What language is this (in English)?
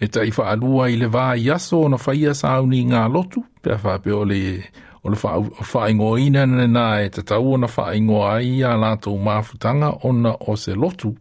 Samoan